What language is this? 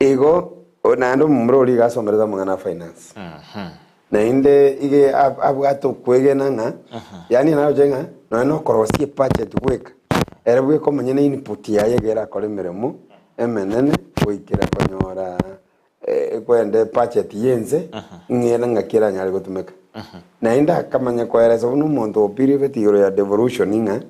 Gusii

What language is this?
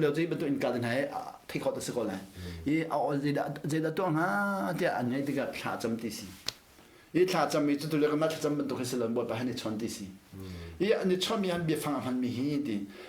Hakha Chin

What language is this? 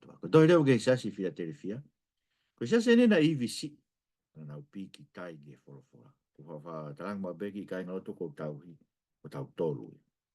Tongan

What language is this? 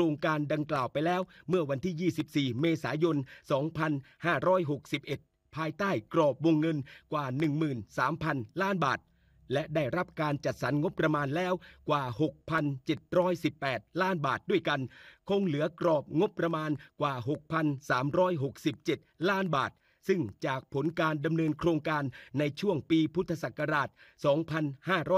Thai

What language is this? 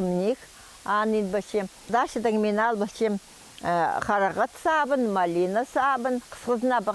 Khakas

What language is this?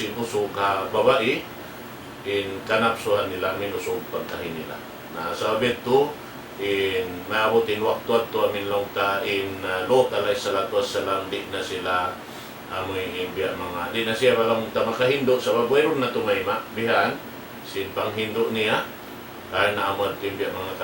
Tausug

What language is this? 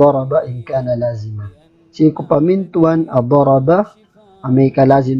Maranao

